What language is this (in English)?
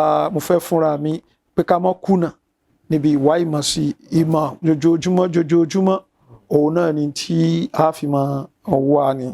Yoruba